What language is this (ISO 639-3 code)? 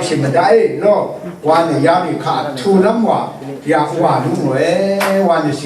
raw